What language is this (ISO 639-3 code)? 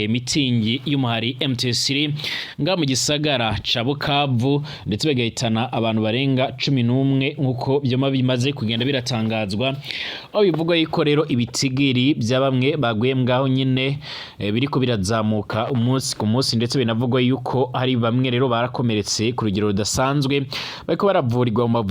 run